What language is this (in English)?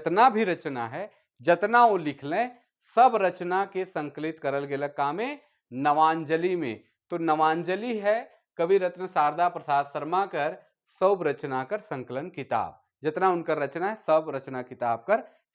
Sadri